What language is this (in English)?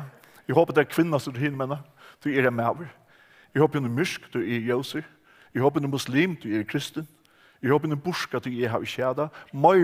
Faroese